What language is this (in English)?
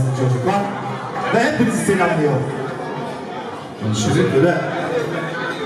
Turkish